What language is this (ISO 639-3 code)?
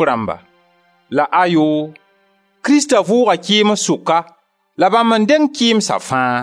mos